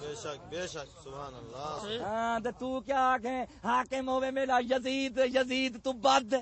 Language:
Saraiki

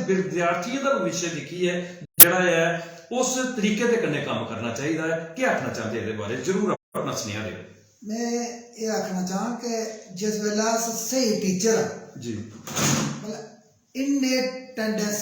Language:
Dogri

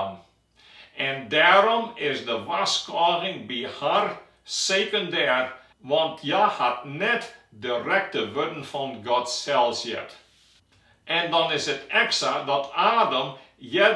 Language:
Western Frisian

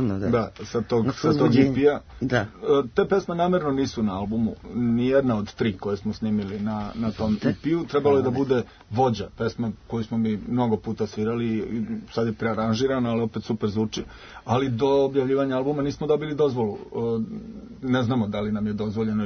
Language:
Serbian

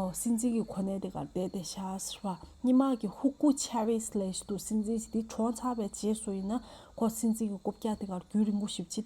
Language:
Tibetan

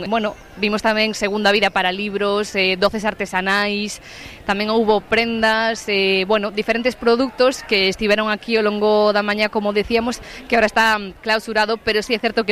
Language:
Galician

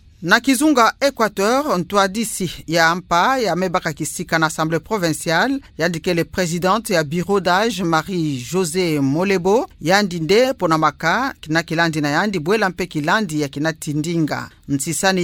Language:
Kituba (Democratic Republic of Congo)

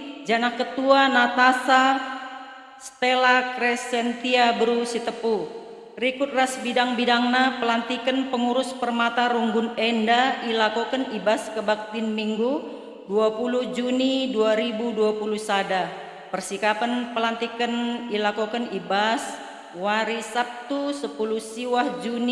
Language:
Batak Karo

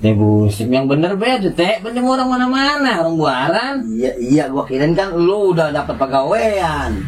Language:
Betawi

